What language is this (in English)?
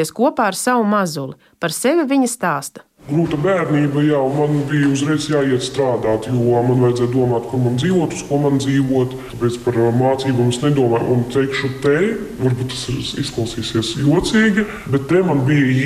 Latvian